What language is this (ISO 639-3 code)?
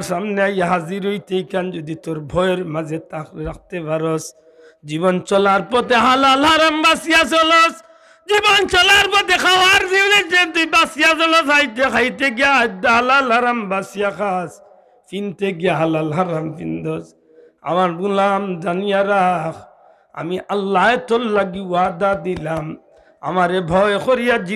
syl